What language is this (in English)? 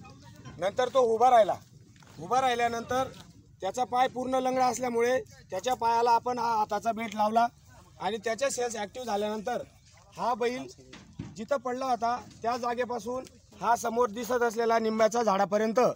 Marathi